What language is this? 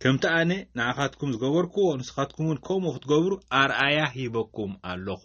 Tigrinya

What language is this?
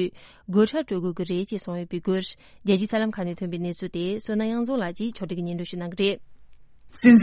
Tibetan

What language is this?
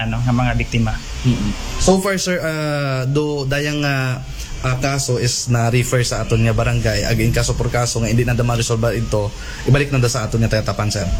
Aklanon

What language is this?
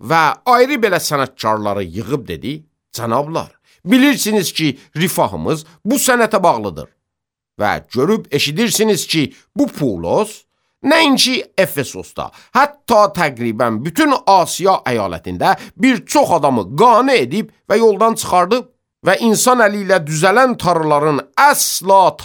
Azerbaijani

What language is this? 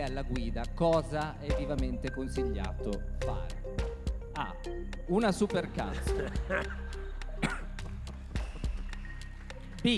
Italian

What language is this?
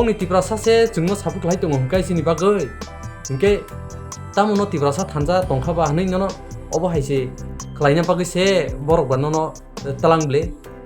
Kok Borok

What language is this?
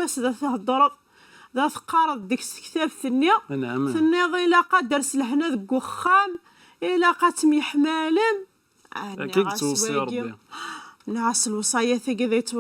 Kabyle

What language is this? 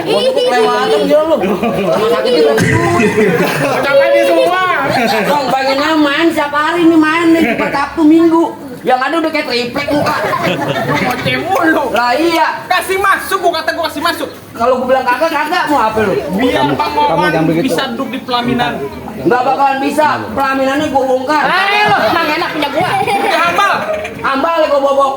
Betawi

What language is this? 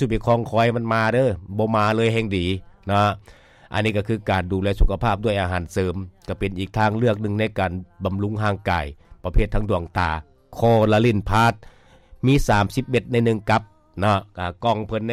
Lao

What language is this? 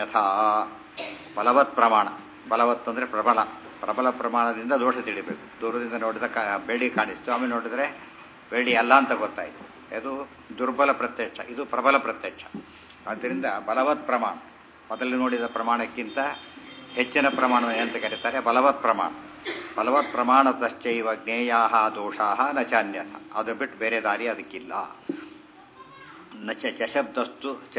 Kannada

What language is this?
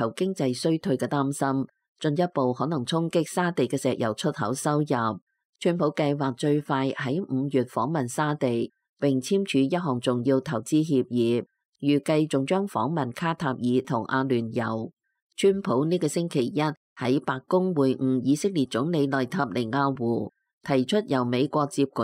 Cantonese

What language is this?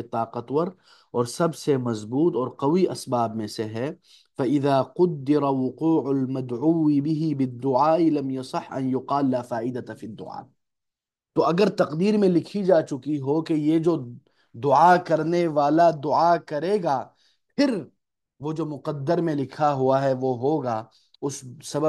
Urdu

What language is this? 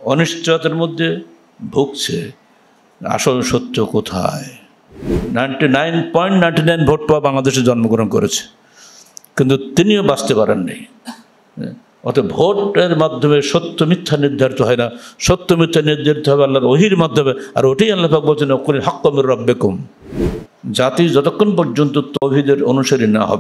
Bangla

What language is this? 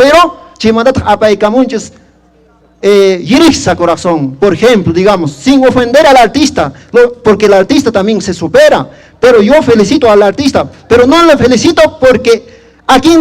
Quechua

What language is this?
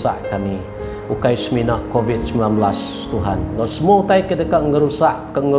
Iban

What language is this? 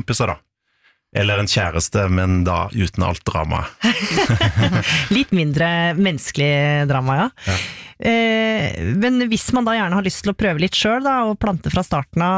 Norwegian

